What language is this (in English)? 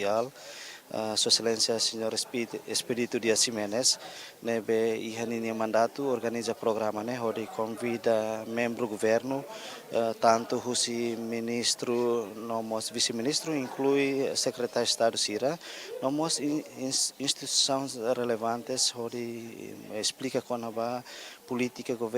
Tetum